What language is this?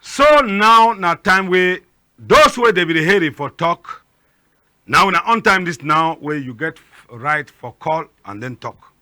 Cameroon Pidgin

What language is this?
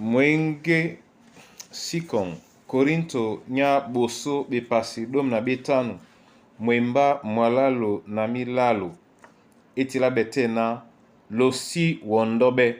Duala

